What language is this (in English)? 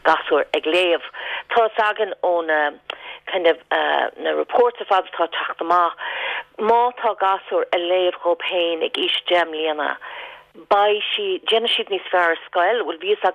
Irish